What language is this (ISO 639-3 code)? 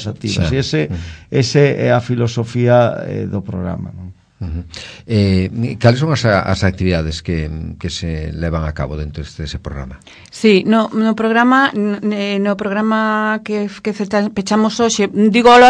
glg